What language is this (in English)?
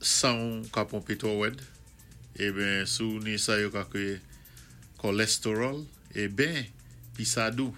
Saint Lucian Creole French